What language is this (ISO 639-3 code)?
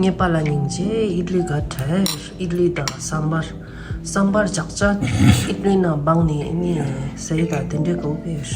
bod